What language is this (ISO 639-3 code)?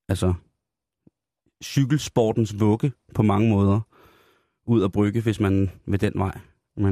dan